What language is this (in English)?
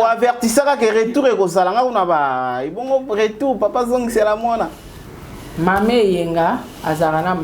Lingala